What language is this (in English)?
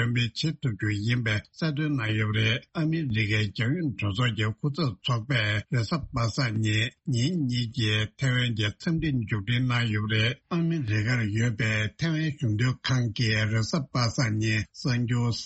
Tibetan